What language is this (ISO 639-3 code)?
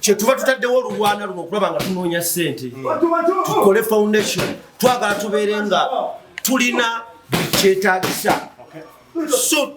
lug